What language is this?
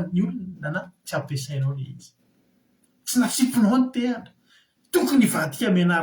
Malagasy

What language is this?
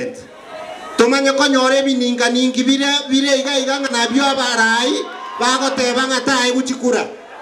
Gusii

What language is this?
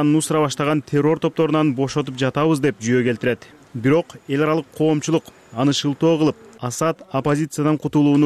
Kyrgyz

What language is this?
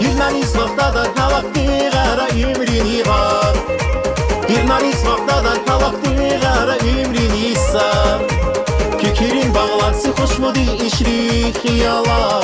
Tabassaran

